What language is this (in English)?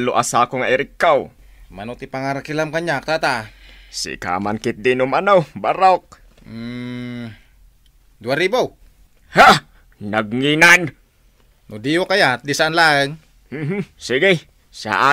Iloko